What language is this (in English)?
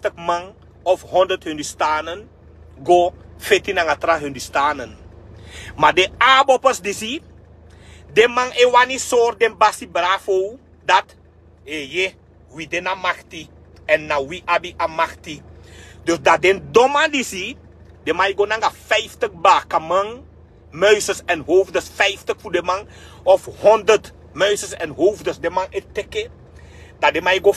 Sranan Tongo